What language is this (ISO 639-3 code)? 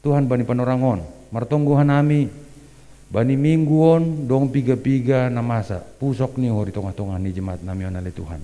bts